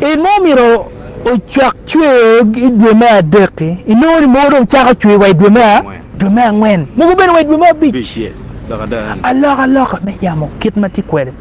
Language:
Acoli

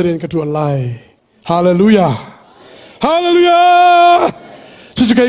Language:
Hakha Chin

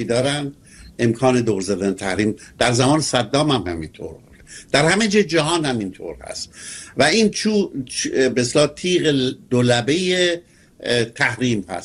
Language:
Persian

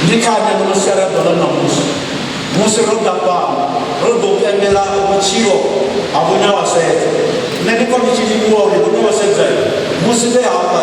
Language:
Venda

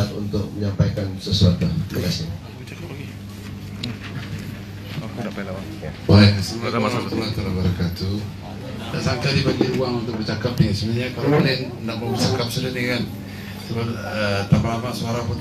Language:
Malay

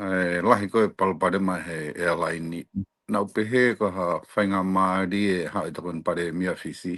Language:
Tongan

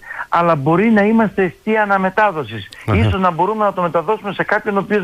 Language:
Greek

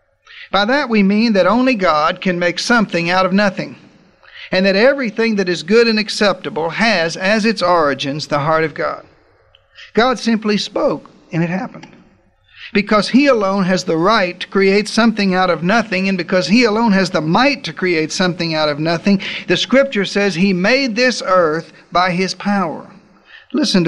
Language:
English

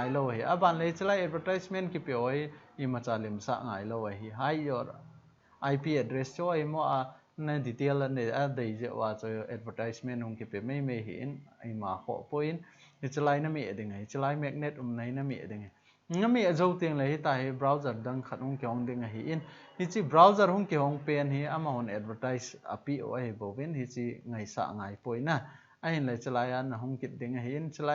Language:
Thado Chin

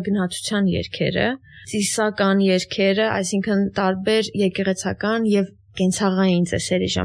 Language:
Armenian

